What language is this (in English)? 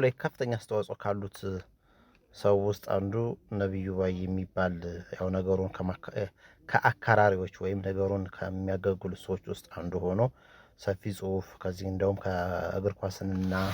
Amharic